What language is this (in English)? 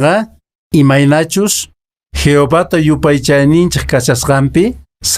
Quechua